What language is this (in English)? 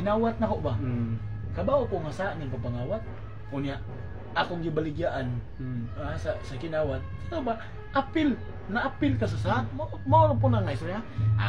Cebuano